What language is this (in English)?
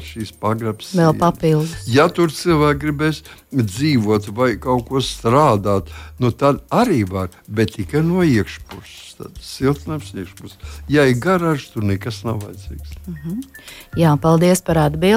Latvian